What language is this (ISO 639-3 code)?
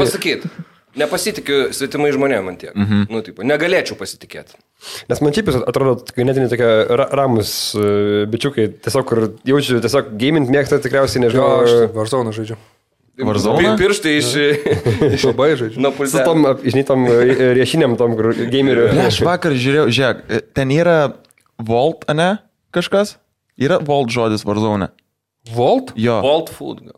lit